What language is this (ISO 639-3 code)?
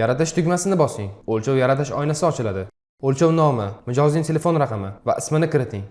uzb